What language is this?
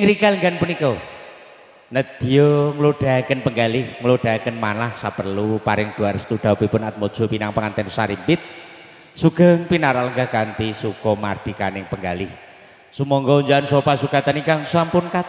Javanese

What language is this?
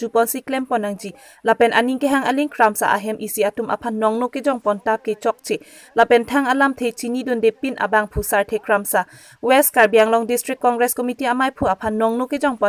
Karbi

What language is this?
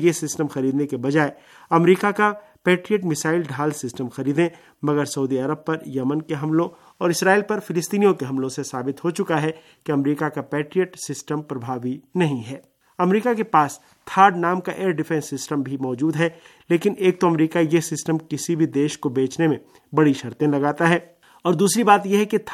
Hindi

